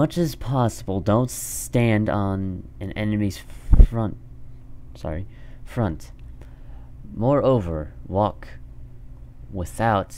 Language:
English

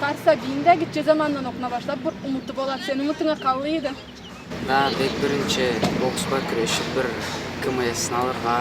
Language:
Karachay-Balkar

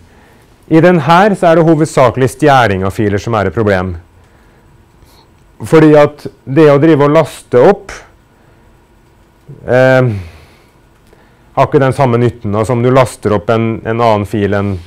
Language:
Norwegian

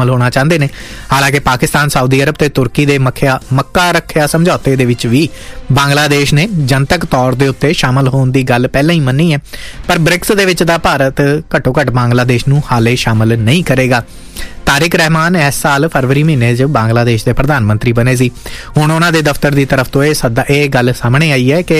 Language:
Punjabi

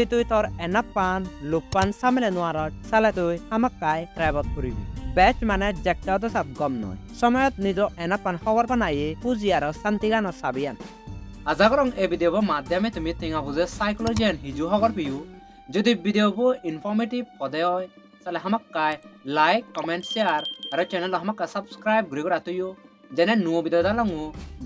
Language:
Chakma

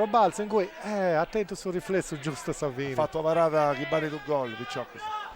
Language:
Sardinian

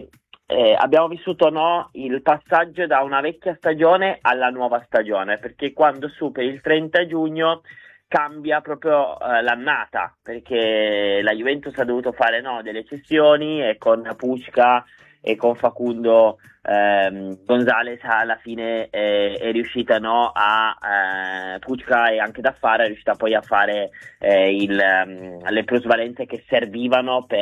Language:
Italian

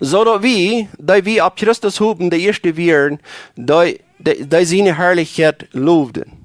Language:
Plautdietsch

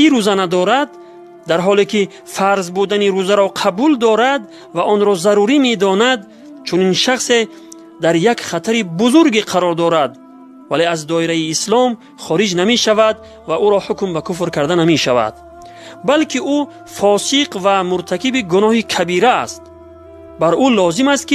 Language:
Tajik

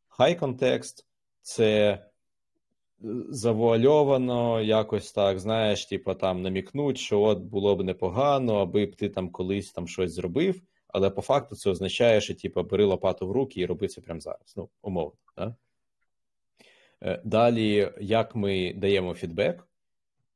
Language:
Ukrainian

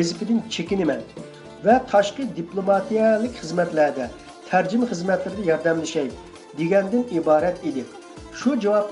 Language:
Uyghur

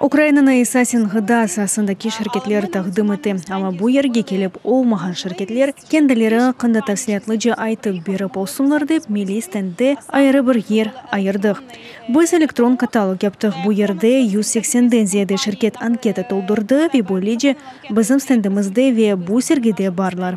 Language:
Crimean Tatar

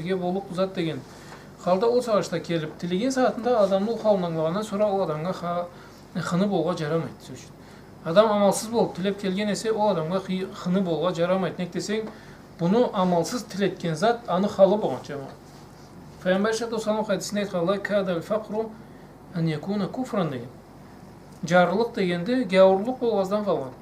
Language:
Karachay-Balkar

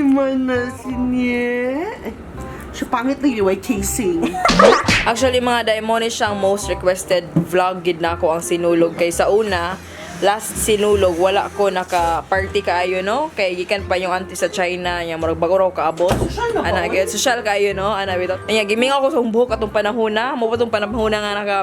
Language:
Cebuano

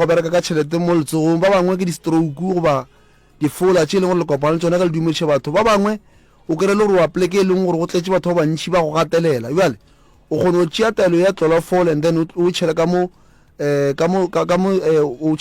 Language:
Northern Sotho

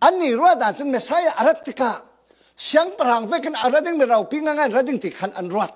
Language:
Falam Chin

